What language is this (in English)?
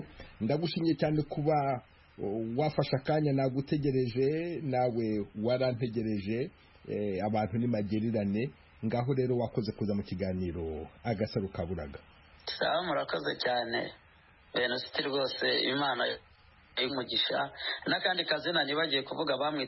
Kinyarwanda